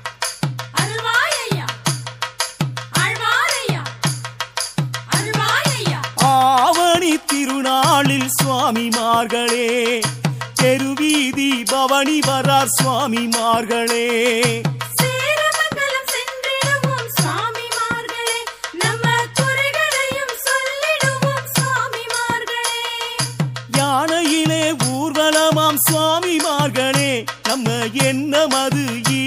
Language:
Tamil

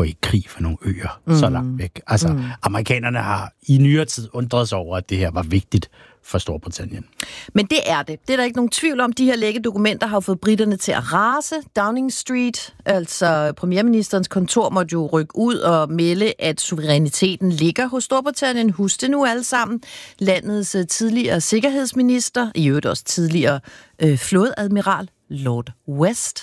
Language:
Danish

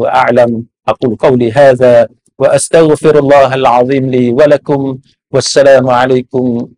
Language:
Malay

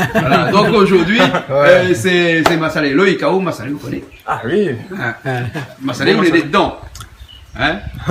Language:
Réunion Creole French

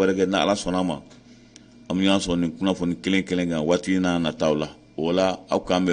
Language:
Bambara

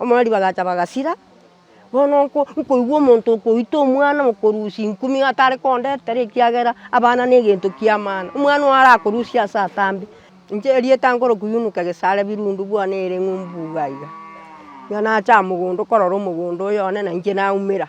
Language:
Gusii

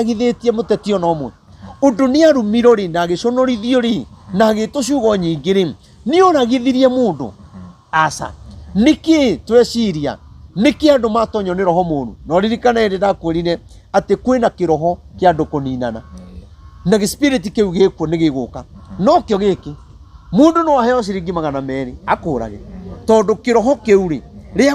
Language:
Kikuyu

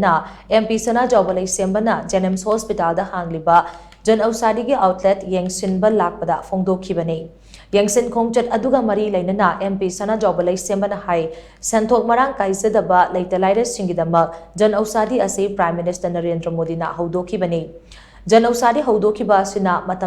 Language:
Manipuri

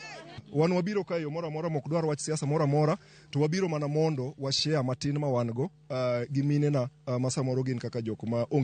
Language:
Luo (Kenya and Tanzania)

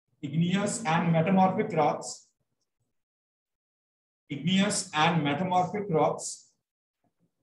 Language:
English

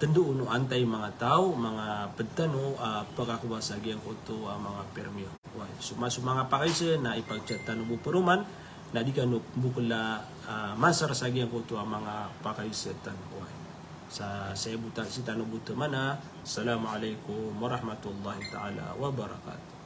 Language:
Maranao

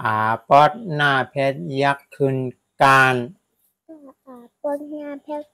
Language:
Shan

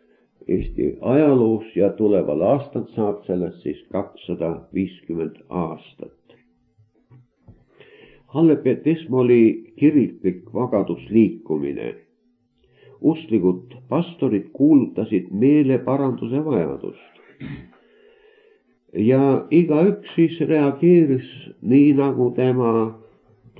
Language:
Estonian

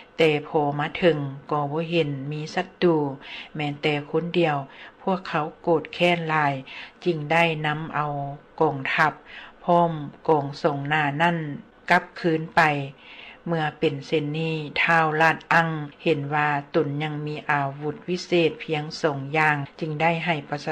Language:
Lao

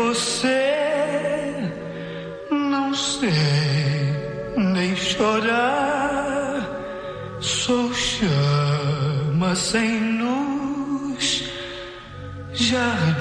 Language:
Portuguese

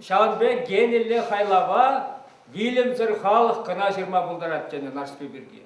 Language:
Chuvash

